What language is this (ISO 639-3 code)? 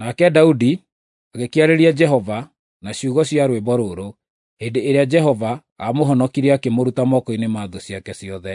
kik